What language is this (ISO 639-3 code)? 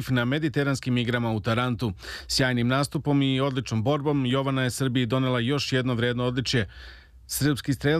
srp